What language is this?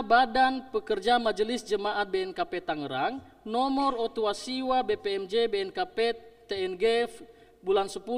Nias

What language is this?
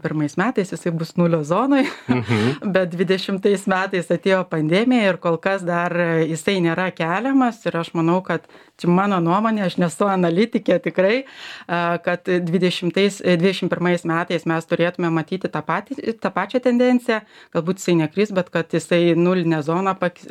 Lithuanian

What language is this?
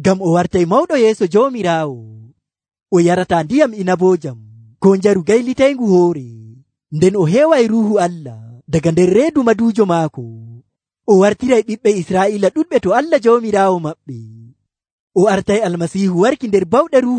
Nigerian Fulfulde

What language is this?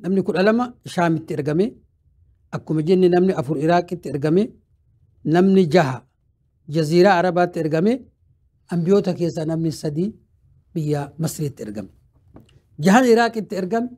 Oromo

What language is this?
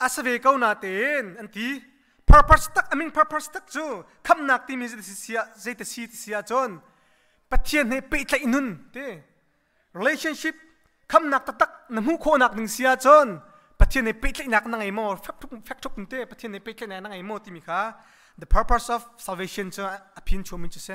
Hakha Chin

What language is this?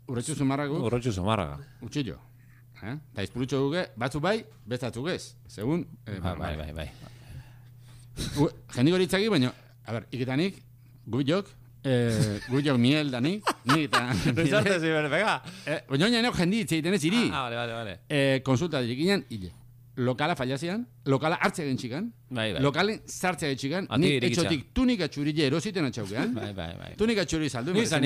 Basque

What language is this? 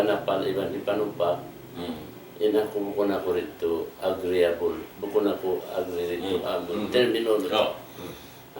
Tausug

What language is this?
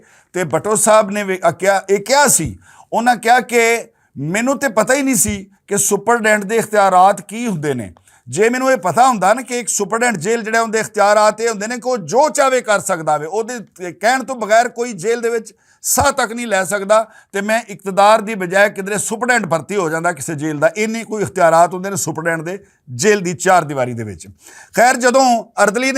Western Panjabi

